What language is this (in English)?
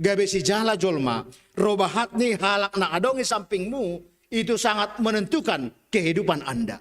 Batak Simalungun